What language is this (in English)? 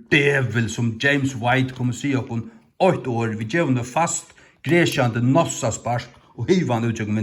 Faroese